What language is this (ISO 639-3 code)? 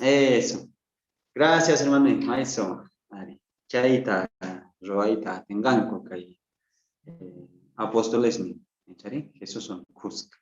quh